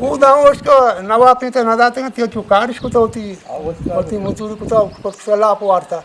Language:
Eastern Balochi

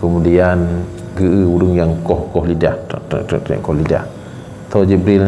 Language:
Achinese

